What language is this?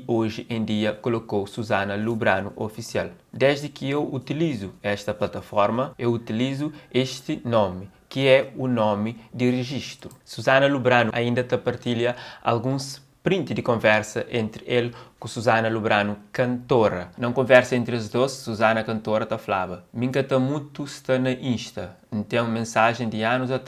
Kabuverdianu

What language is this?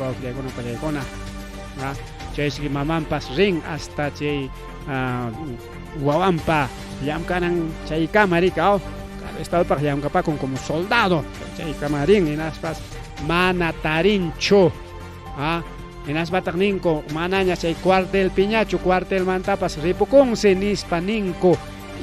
Ayacucho Quechua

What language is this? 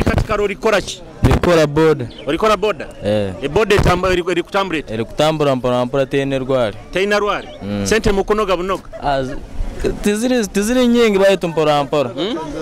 Nyoro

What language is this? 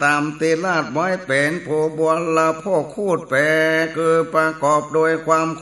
Northern Thai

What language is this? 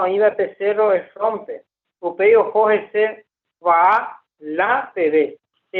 Guarani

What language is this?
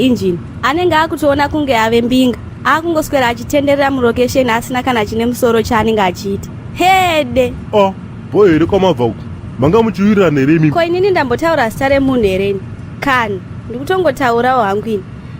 Shona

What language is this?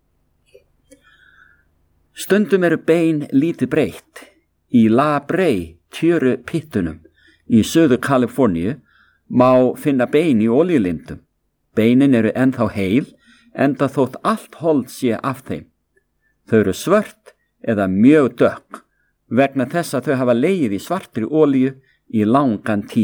Icelandic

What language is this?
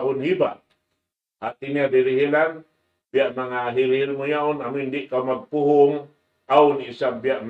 Tausug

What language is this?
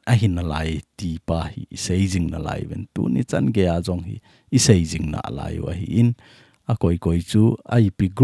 Thado Chin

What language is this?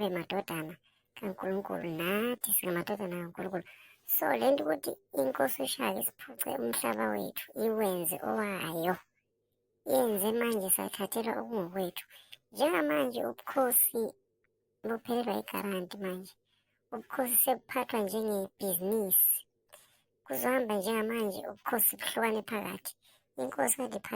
Zulu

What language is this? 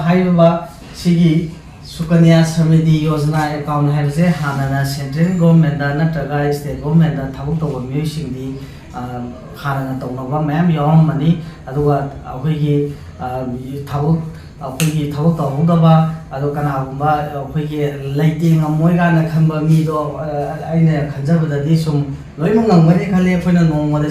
Manipuri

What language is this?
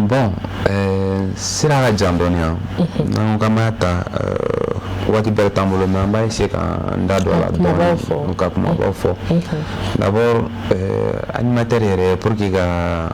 Bambara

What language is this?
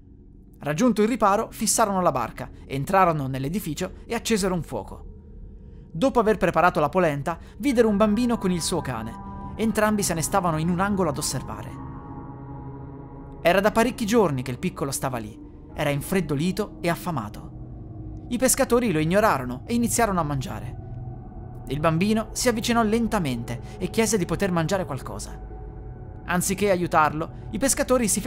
Italian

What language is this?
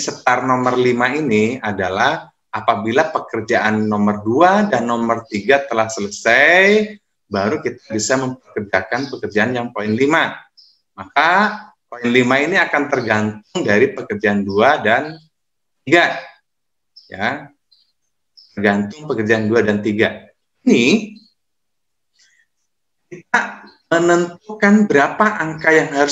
Indonesian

